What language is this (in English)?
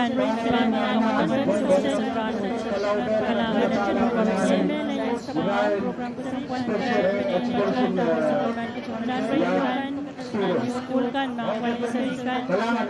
Pohnpeian